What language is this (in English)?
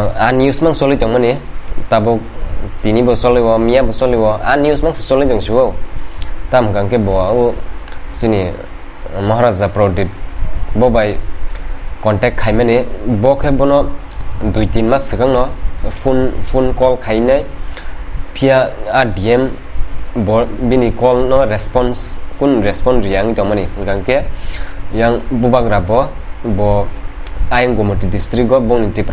Kok Borok